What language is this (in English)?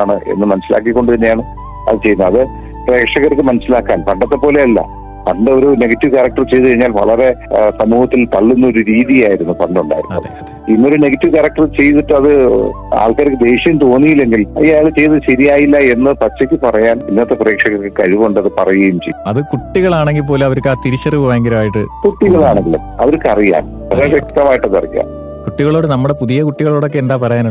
Malayalam